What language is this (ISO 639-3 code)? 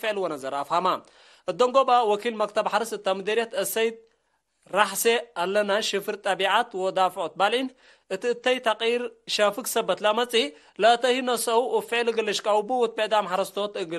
tig